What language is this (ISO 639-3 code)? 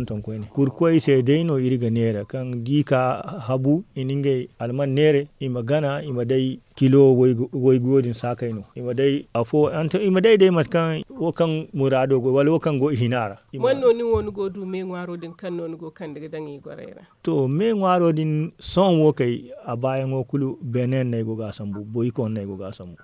dje